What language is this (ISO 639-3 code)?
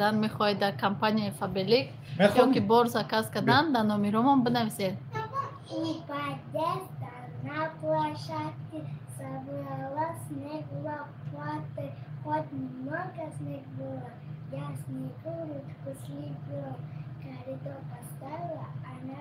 tgk